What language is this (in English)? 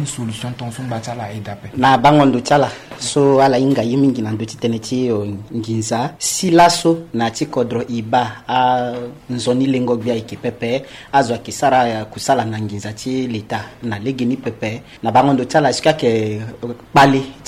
Sango